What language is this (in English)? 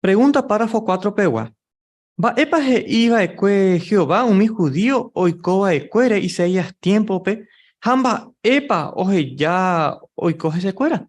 Guarani